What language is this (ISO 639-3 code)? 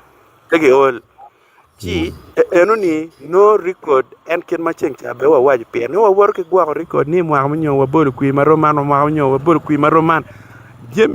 ach